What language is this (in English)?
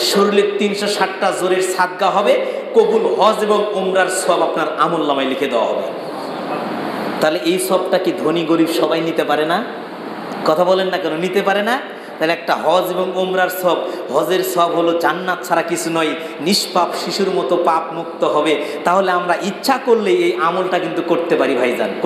Bangla